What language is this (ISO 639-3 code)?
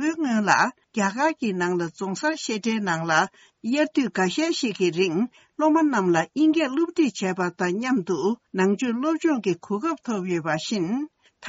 bod